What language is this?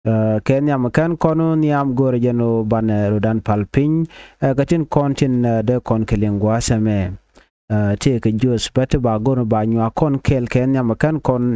Nuer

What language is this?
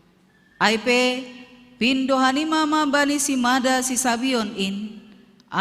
Batak Simalungun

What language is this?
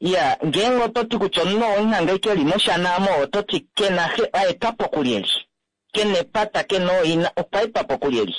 Kuanyama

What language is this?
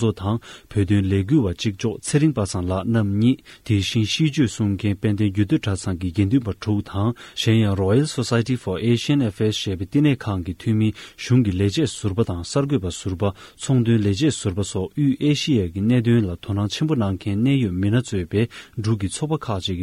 Tibetan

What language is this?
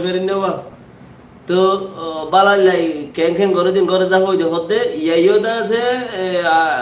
Rohingya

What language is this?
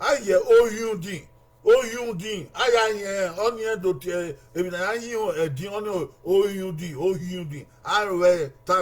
Bini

